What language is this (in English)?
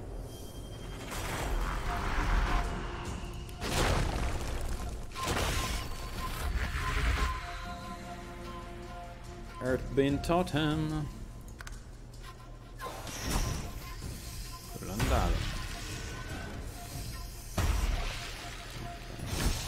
Italian